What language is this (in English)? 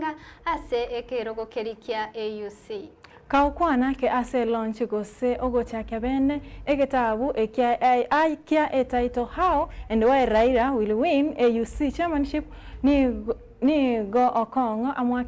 Gusii